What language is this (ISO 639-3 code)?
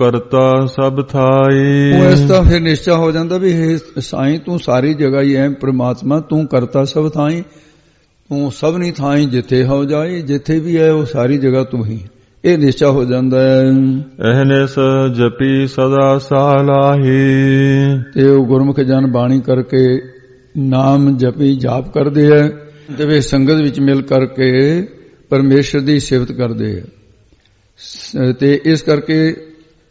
pan